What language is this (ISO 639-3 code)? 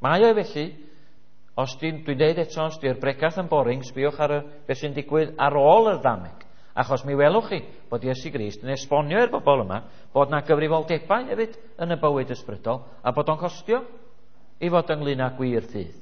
cym